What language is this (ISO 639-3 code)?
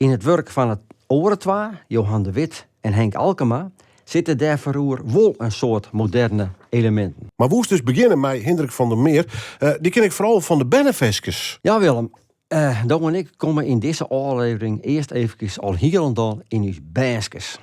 fry